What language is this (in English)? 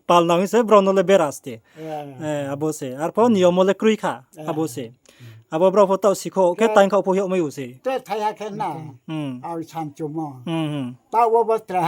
Riang (India)